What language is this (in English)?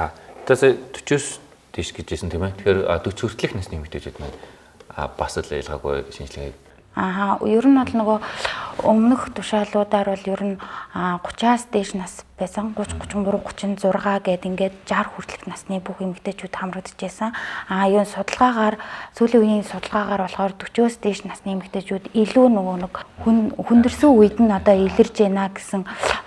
Mongolian